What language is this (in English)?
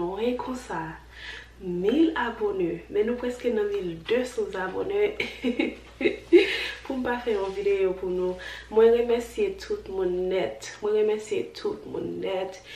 Haitian Creole